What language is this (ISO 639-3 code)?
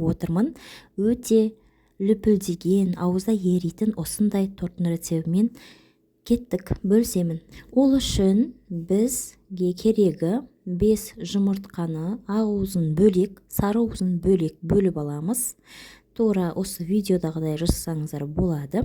kaz